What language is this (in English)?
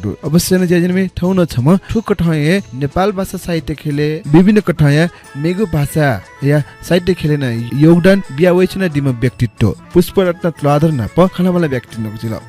Newari